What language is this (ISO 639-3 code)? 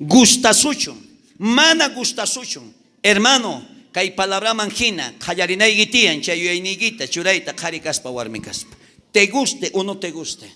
quh